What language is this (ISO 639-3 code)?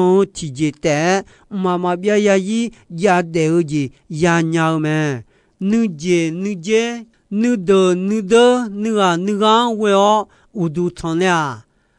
ahk